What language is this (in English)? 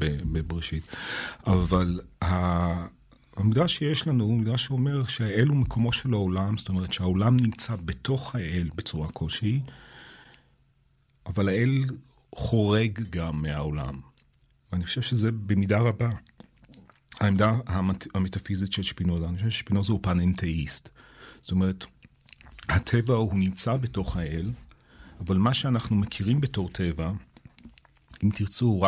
Hebrew